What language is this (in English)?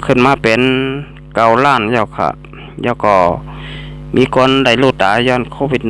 Shan